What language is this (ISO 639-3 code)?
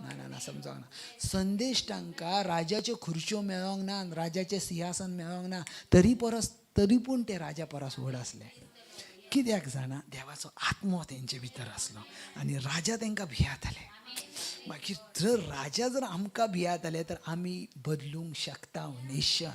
kok